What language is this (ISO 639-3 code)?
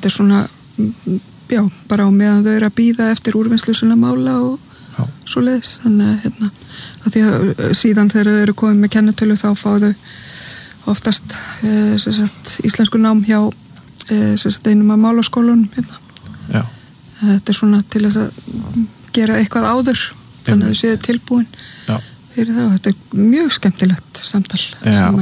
isl